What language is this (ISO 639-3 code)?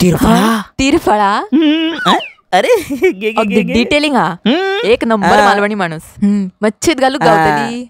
kok